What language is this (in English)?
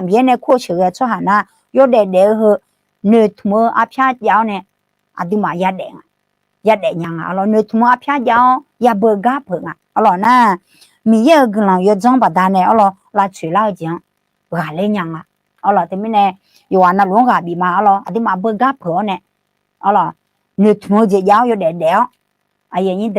Akha